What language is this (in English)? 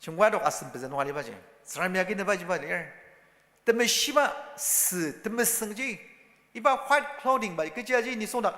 Ao Naga